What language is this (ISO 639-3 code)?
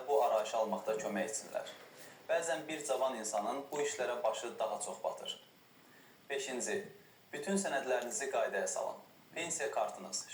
aze